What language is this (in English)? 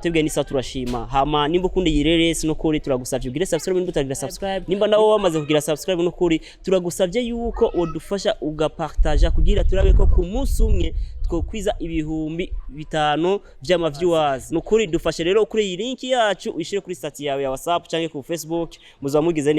Rundi